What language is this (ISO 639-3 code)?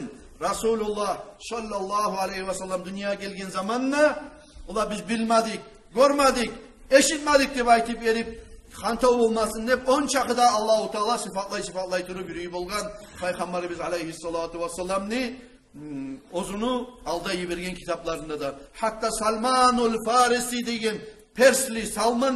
kum